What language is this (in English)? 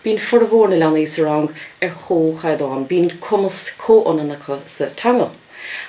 Irish